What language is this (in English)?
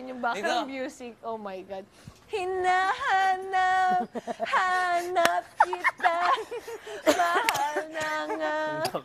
Filipino